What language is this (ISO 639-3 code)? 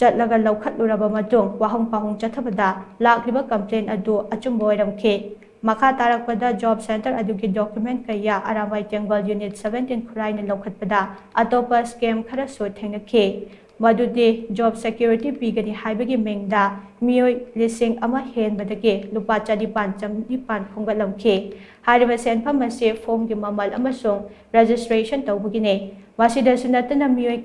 mni